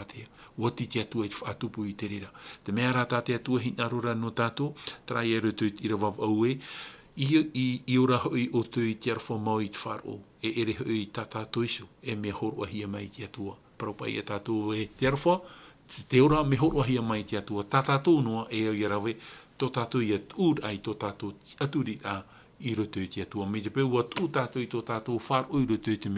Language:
Tahitian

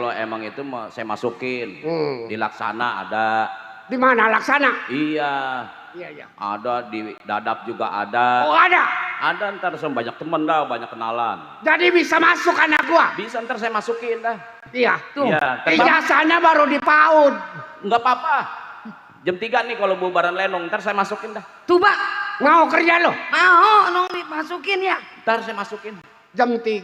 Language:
Betawi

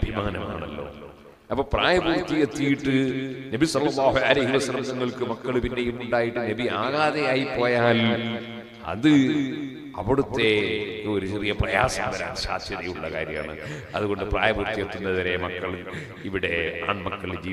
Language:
Malayalam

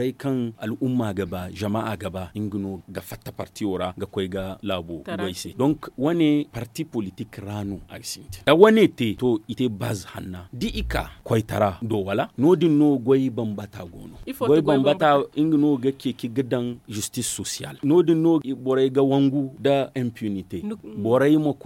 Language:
Zarma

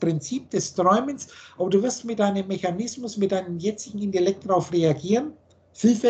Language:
German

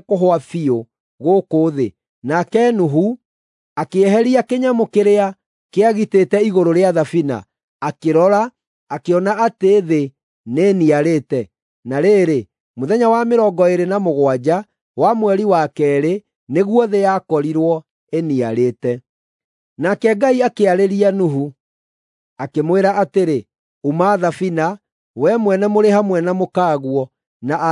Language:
Kikuyu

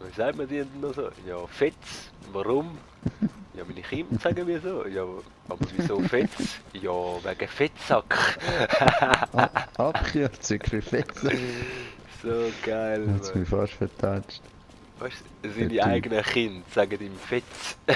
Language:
Swiss German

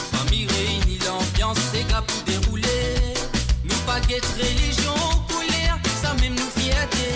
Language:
Morisyen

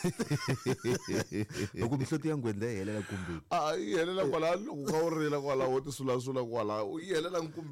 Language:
Tsonga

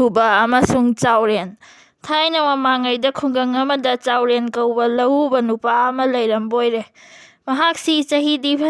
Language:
Manipuri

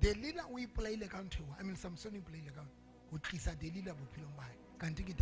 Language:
Southern Sotho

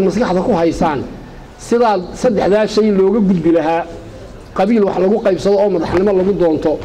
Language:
Somali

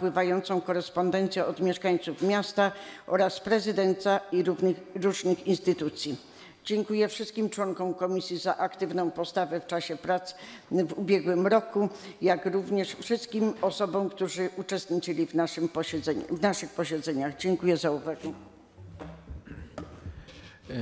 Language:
Polish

